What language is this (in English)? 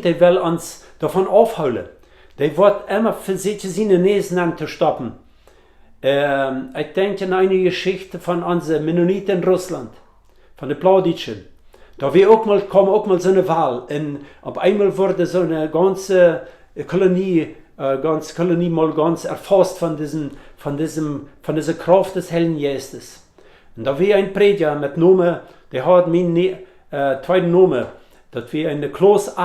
Plautdietsch